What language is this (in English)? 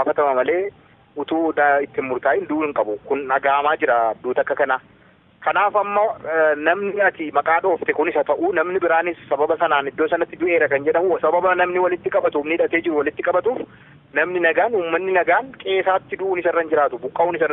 Oromo